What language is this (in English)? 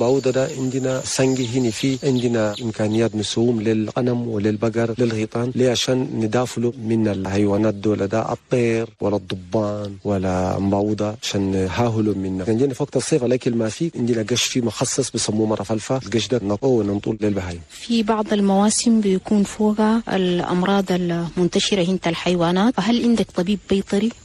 Chadian Arabic